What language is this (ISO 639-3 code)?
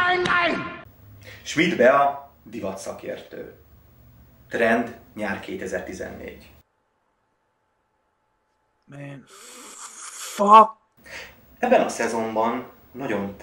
hun